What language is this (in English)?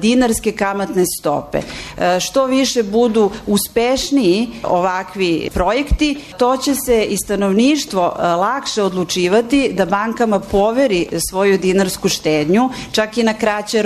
Serbian